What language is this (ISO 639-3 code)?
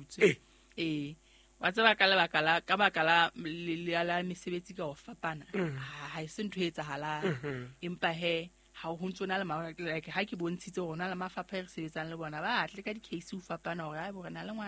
sot